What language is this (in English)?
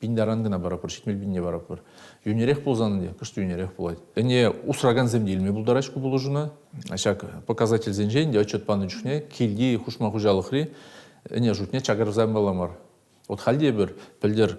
Chuvash